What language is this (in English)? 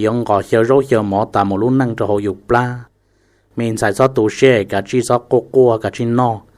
Hmong